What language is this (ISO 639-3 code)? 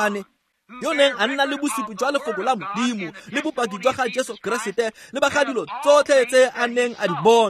tsn